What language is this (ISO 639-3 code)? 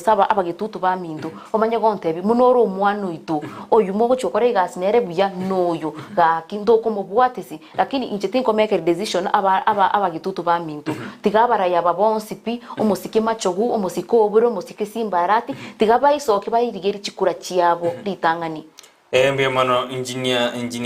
guz